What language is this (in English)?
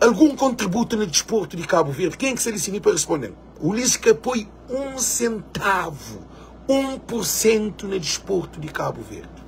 Kabuverdianu